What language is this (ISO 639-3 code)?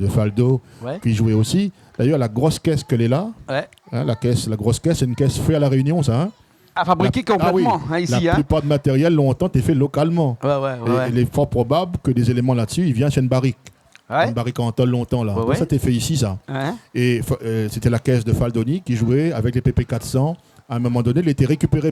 rcf